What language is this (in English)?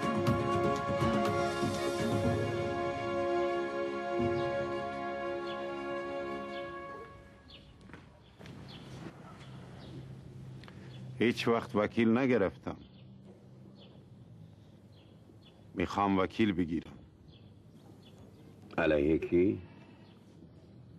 Persian